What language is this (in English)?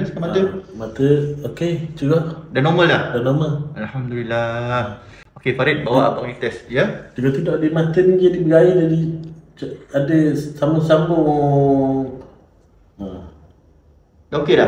Malay